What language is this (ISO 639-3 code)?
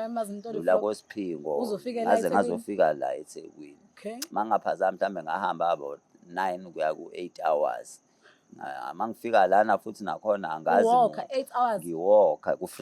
zul